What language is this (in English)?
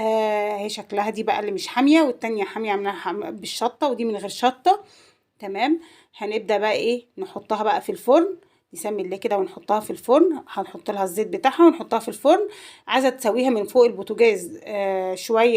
Egyptian Arabic